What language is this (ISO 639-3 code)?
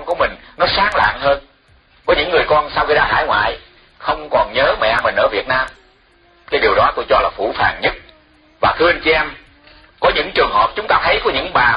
vie